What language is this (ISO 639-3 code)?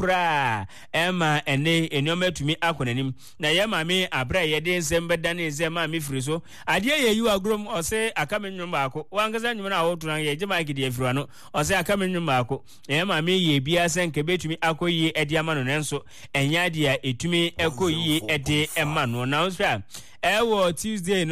aka